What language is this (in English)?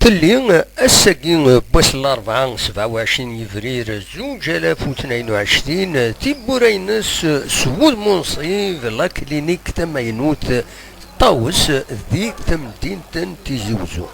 Kabyle